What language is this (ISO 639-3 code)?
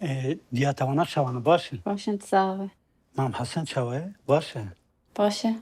kur